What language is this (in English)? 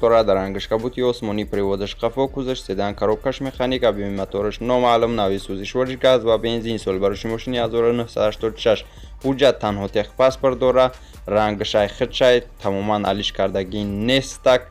Tajik